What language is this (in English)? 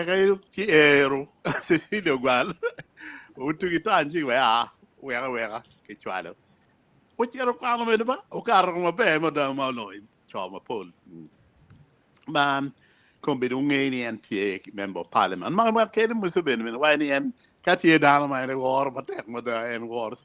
Acoli